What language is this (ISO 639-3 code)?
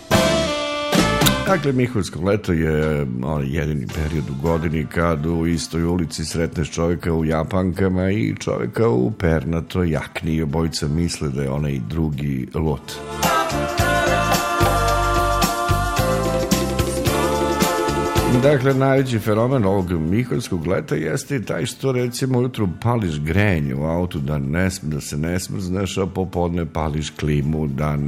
srp